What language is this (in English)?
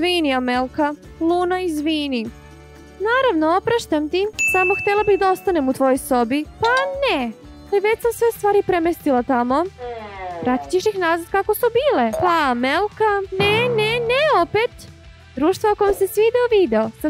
Serbian